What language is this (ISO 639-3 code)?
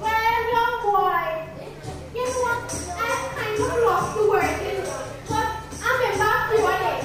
jam